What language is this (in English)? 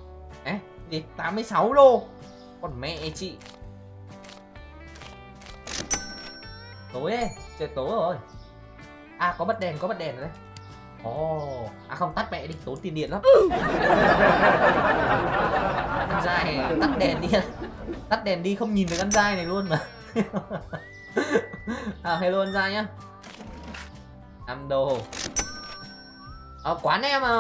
Vietnamese